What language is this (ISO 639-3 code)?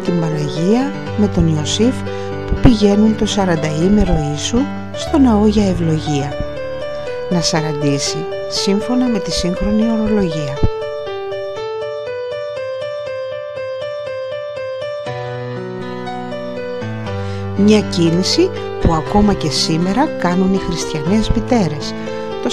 ell